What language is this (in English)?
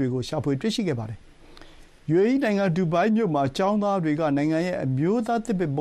Burmese